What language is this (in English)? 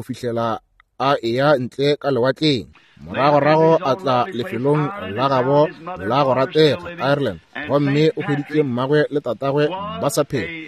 Northern Sotho